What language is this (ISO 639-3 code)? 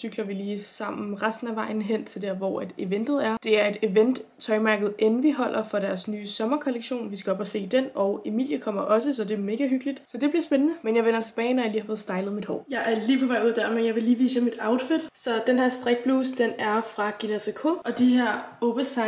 dan